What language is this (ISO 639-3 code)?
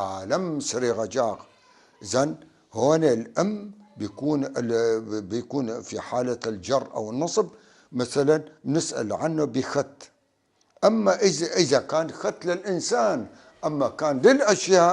apc